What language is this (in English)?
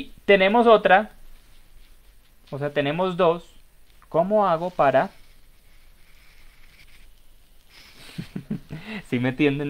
Spanish